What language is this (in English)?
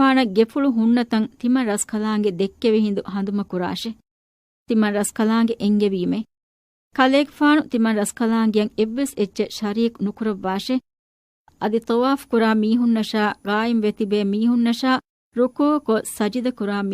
Divehi